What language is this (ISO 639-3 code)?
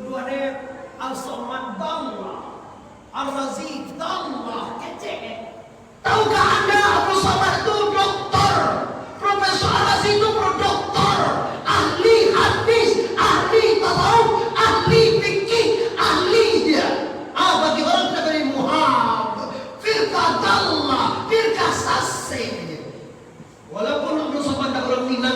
min